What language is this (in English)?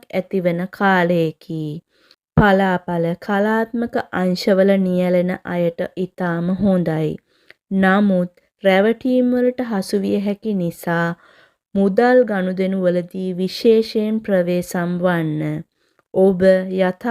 Sinhala